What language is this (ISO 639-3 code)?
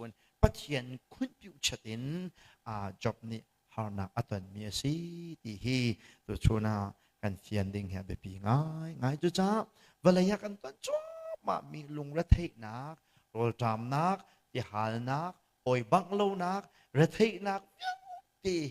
cnh